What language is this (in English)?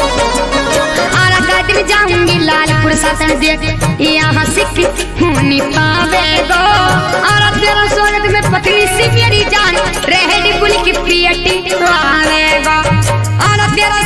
Bhojpuri